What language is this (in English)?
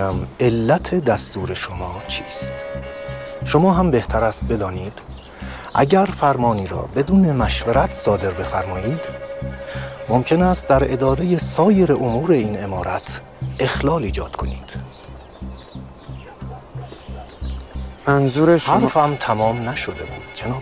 Persian